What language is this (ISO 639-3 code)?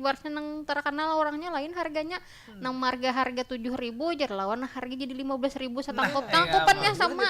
bjn